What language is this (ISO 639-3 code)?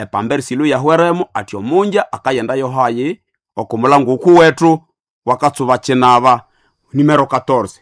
nnb